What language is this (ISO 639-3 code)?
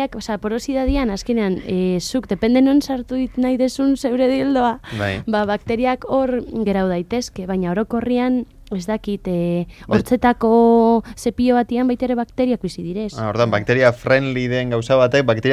eus